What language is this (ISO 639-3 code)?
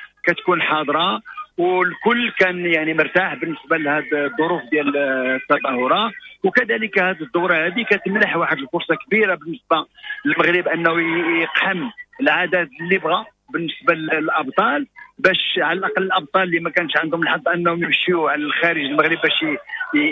ary